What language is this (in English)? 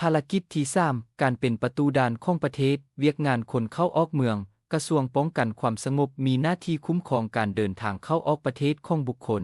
Lao